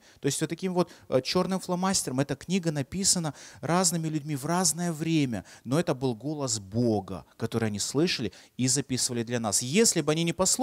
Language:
Russian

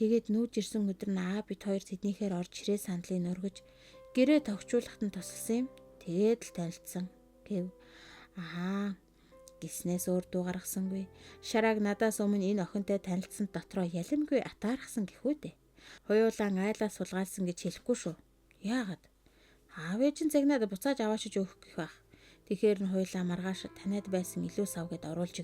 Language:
Mongolian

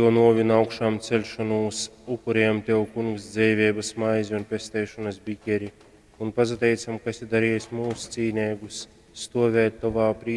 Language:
Latgalian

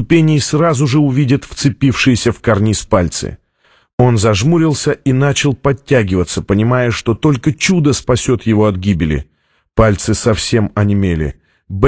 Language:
Russian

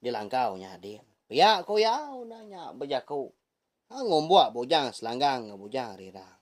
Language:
Iban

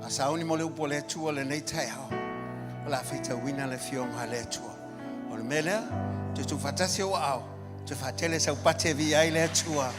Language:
Samoan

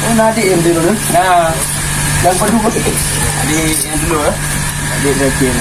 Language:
Achinese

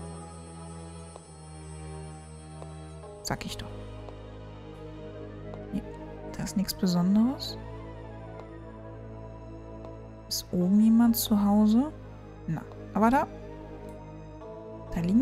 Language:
German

